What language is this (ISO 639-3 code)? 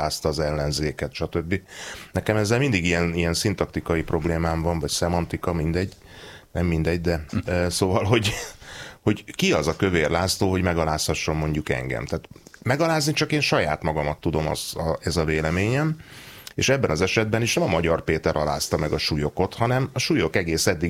hun